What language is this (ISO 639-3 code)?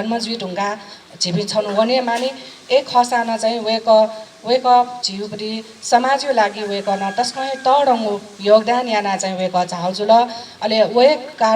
new